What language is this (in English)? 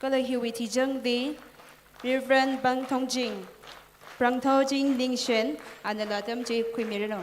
Tangkhul Naga (India)